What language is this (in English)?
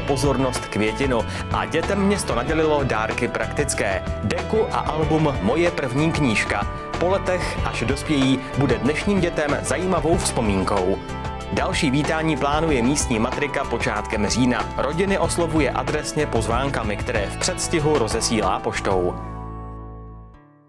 Czech